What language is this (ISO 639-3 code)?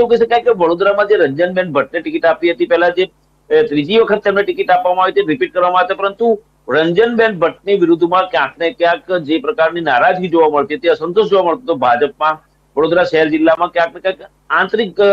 guj